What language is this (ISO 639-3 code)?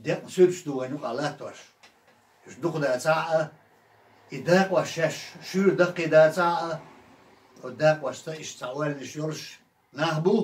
che